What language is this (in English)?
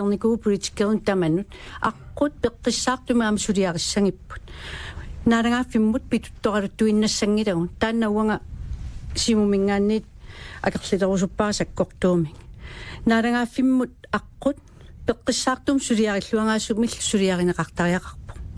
Kalaallisut